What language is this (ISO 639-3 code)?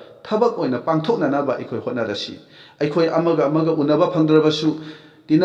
mni